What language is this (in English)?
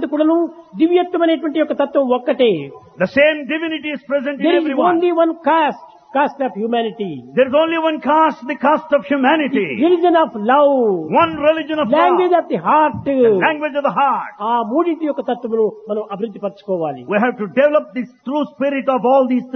Telugu